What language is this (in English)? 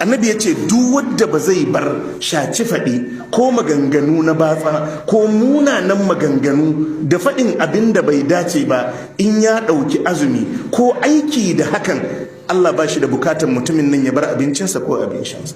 Hausa